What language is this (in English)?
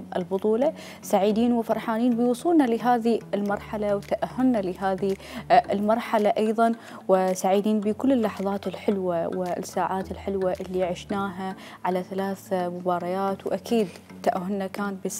Mesopotamian Arabic